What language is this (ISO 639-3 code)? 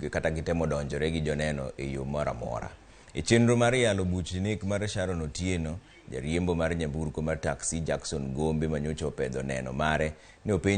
luo